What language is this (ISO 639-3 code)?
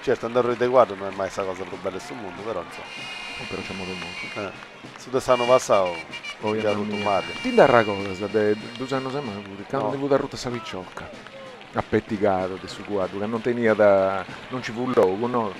srd